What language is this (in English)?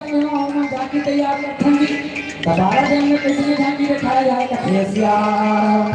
Chhattisgarhi